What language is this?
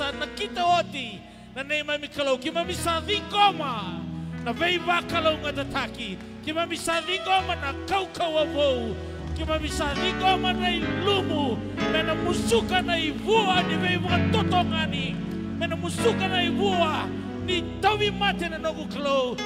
Fijian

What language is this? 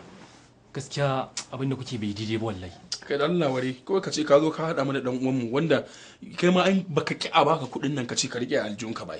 Hausa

